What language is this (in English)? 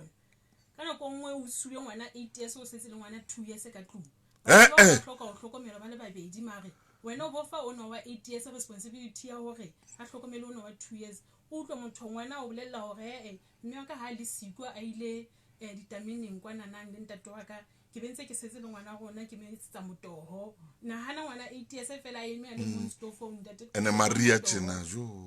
Southern Sotho